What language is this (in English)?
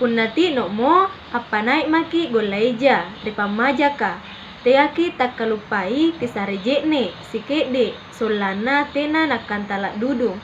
Makasar